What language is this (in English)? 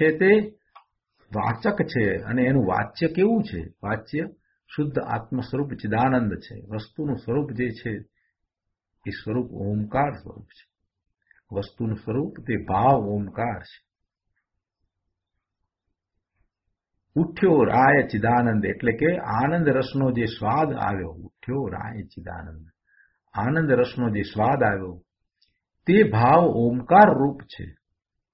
Gujarati